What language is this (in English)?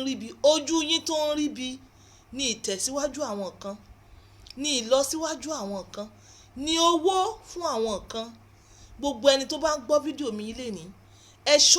Yoruba